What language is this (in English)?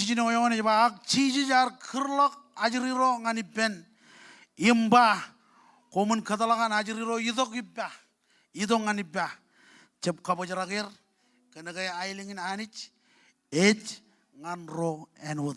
Marshallese